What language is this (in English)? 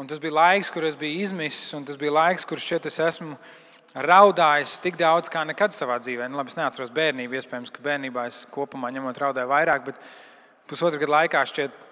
Latvian